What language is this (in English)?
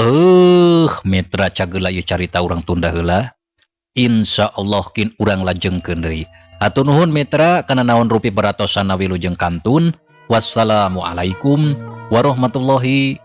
Sundanese